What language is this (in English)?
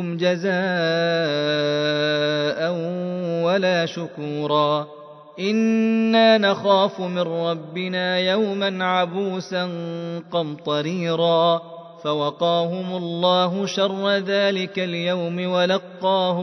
Arabic